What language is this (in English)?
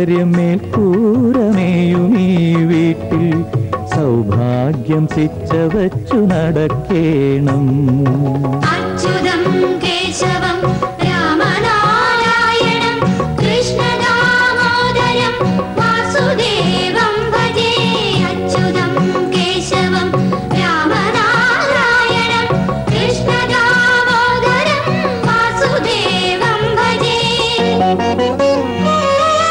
Malayalam